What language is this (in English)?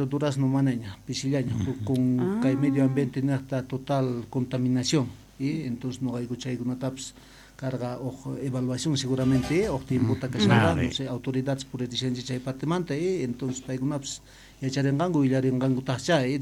South Bolivian Quechua